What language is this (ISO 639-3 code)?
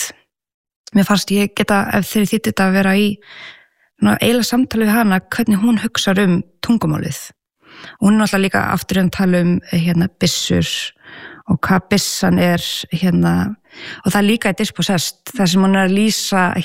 isl